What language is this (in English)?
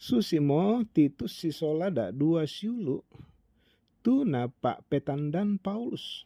Toraja-Sa'dan